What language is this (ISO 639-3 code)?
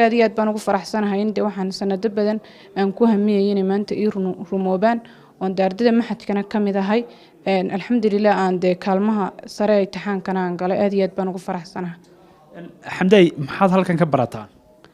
som